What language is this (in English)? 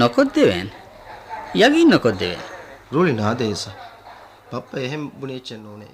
Divehi